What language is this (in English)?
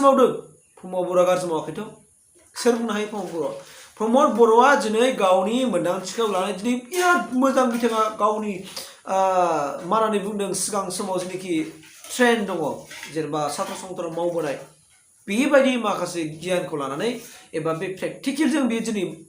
Bodo